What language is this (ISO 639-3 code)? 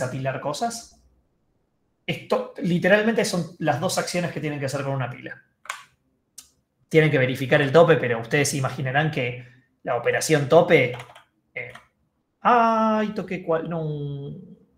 spa